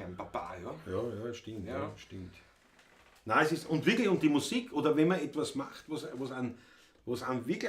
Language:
Bavarian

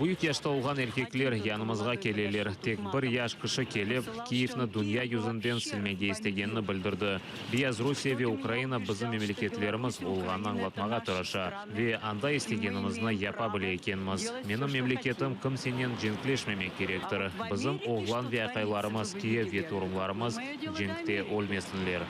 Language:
Crimean Tatar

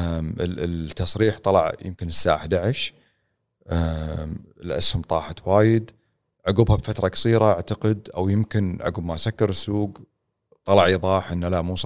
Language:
Gulf Arabic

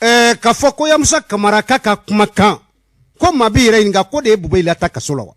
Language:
Bambara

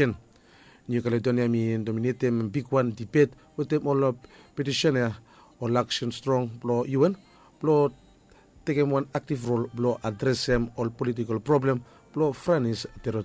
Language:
Bislama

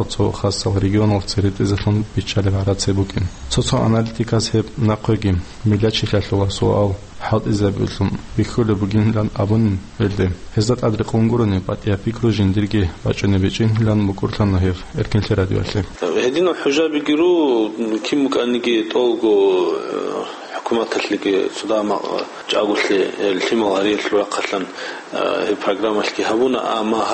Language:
Avaric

